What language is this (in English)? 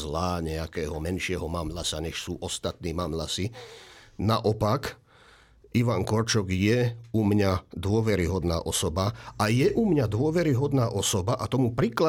Slovak